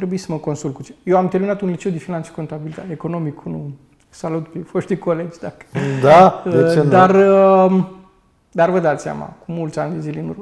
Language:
Romanian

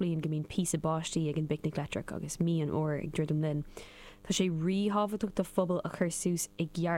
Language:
Irish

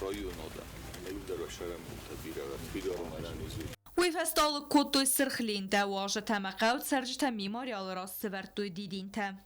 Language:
Ossetic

